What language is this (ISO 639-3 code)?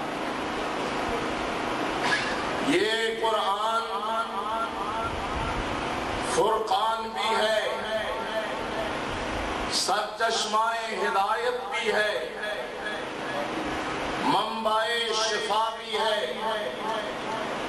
urd